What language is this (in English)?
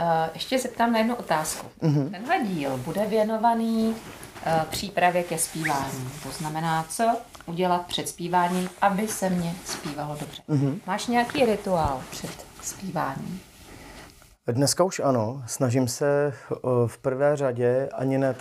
Czech